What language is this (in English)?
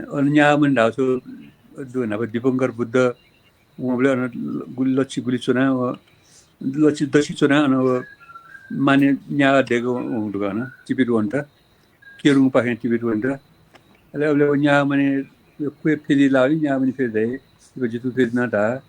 Newari